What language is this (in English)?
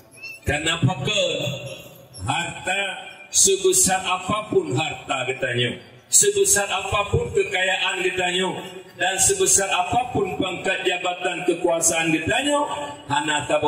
Achinese